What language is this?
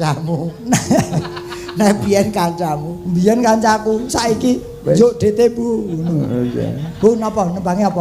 Javanese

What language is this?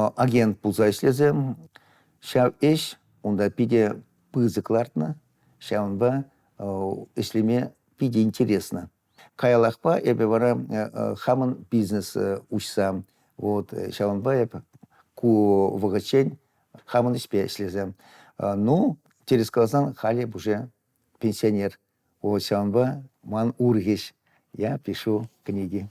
Chuvash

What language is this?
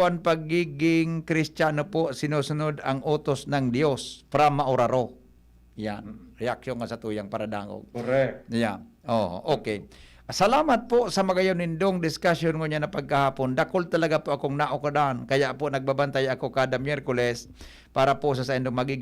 Bikol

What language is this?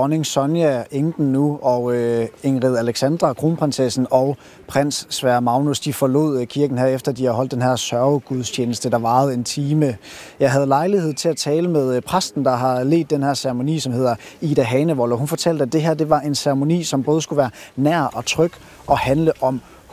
Danish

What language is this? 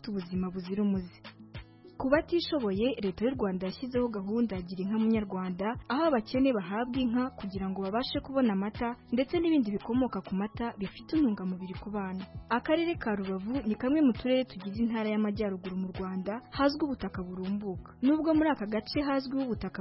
Kinyarwanda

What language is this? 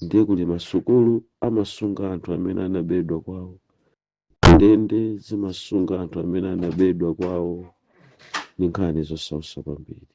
Nyanja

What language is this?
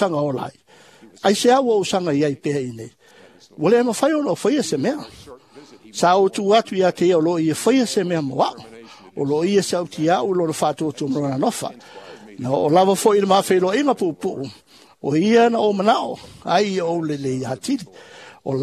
Samoan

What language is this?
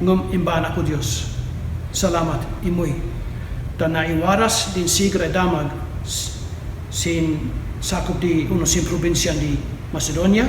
Kankanaey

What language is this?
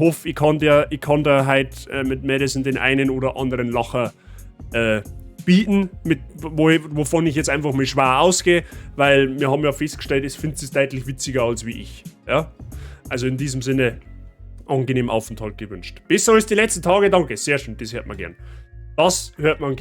Bavarian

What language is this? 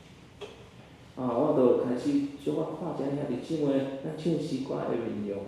Min Nan Chinese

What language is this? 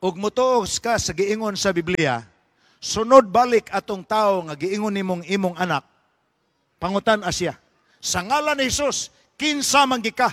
Cebuano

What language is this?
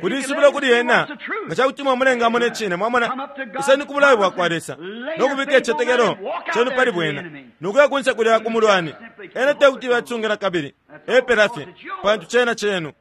Bemba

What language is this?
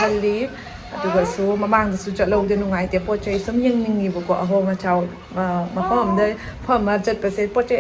Manipuri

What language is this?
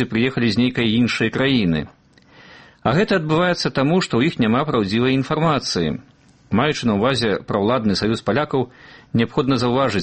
Belarusian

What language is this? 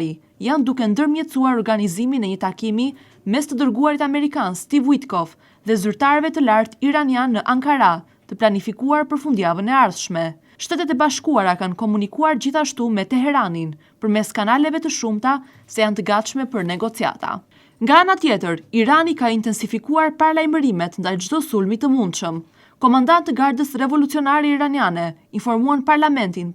Albanian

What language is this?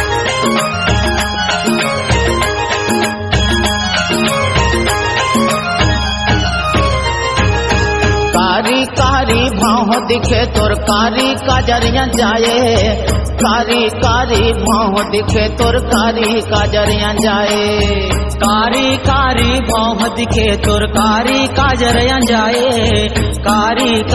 Chhattisgarhi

